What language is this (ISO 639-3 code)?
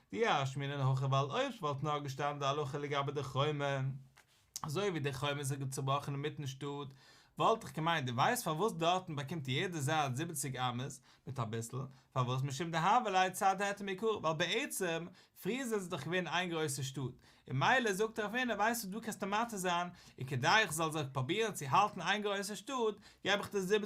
yid